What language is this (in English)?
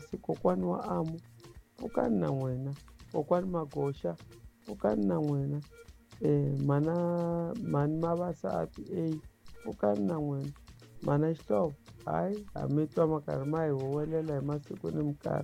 Tsonga